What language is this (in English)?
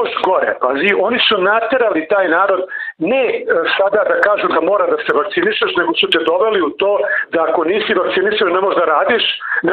Serbian